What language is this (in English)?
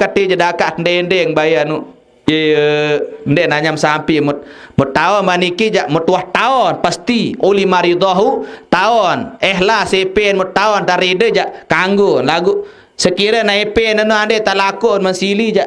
Sasak